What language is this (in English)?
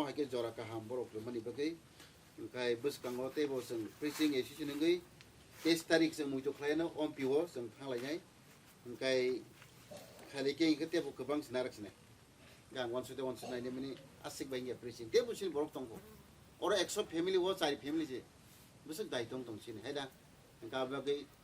Kok Borok